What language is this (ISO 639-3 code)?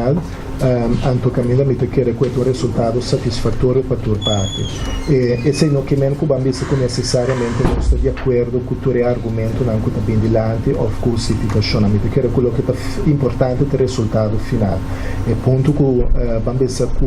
pap